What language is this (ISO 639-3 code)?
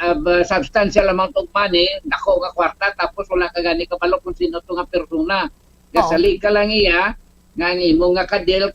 hil